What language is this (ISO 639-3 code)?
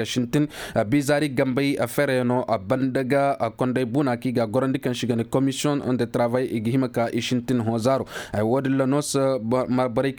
ses